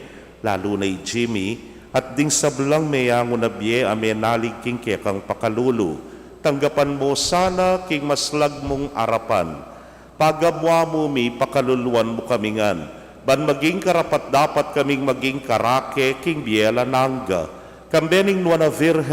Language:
Pampanga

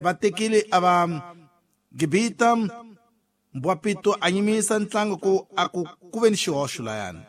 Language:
Tsonga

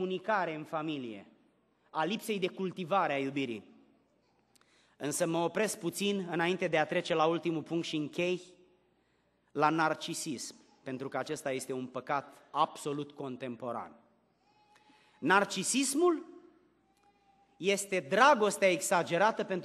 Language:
Romanian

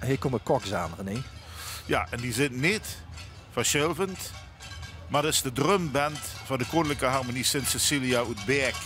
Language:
Limburgish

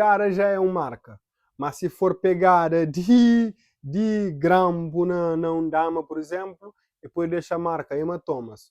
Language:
Kabuverdianu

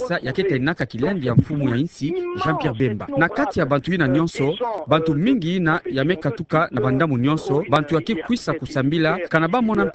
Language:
Kituba (Democratic Republic of Congo)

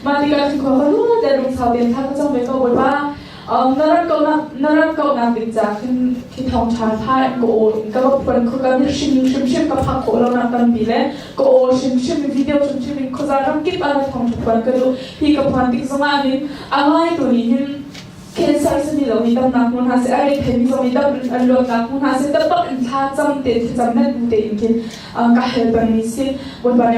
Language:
Hakha Chin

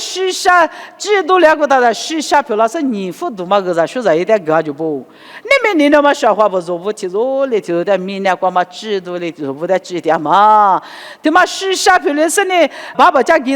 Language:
Lisu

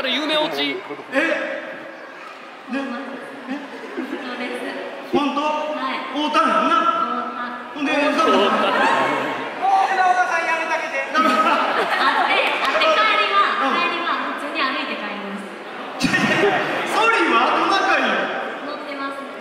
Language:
Japanese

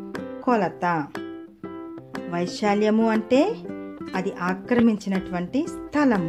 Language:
Telugu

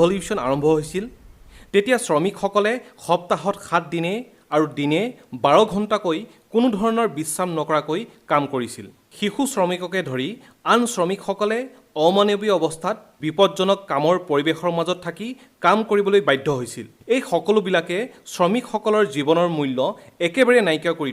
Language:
Assamese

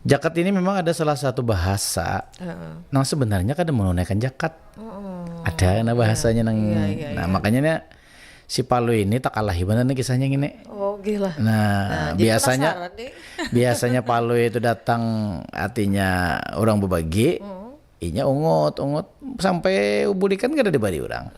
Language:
Banjar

